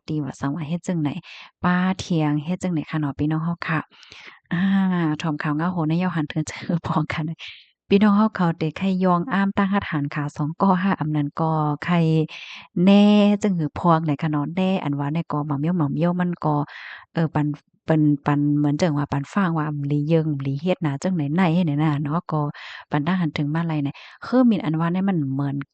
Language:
Shan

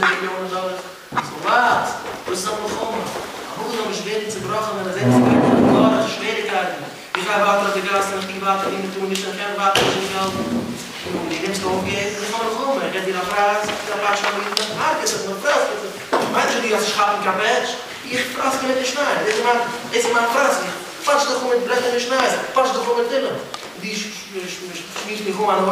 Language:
Yiddish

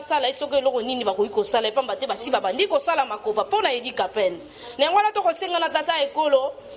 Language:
Lingala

